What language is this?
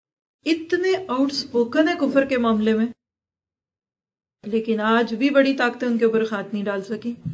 Urdu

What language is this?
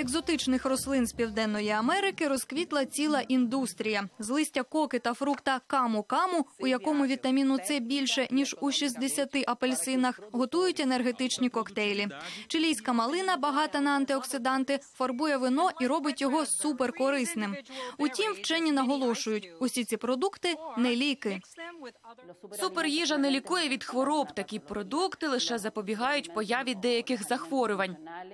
Ukrainian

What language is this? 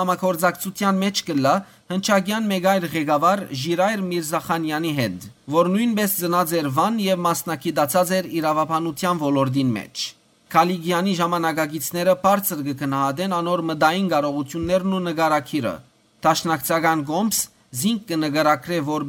Western Armenian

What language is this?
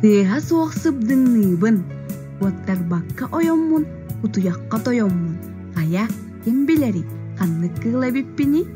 Yakut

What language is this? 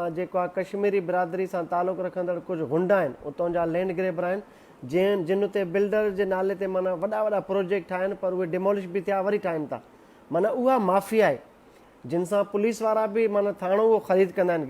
Sindhi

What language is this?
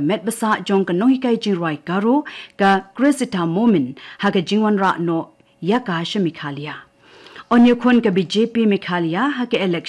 Khasi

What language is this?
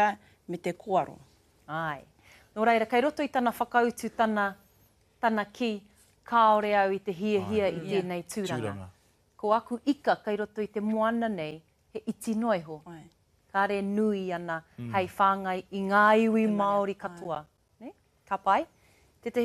Māori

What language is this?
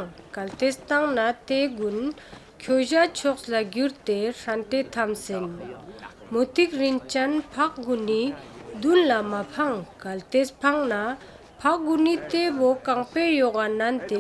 Ladakhi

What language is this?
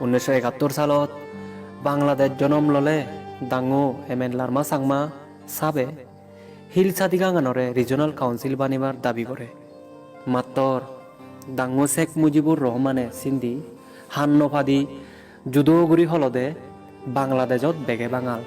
Chakma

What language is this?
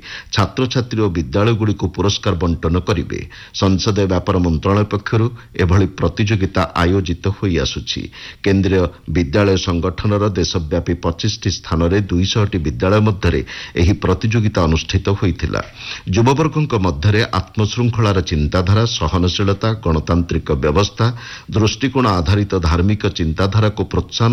Odia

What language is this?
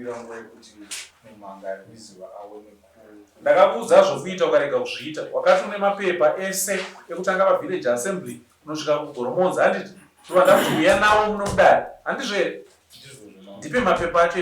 Shona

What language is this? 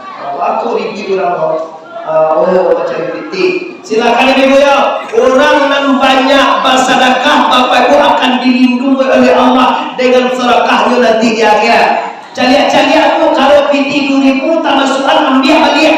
Minangkabau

